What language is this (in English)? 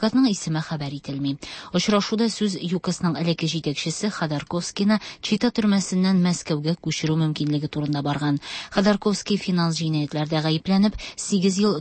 Tatar